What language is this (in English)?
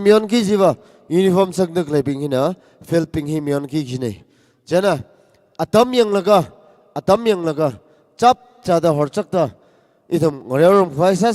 Tangkhul Naga (India)